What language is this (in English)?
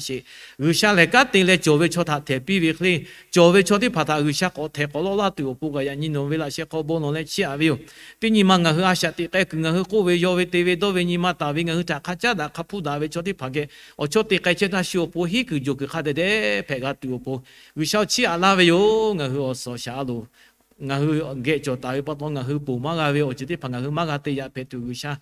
Lahu